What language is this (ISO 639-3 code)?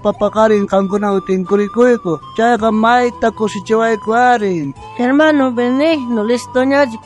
quh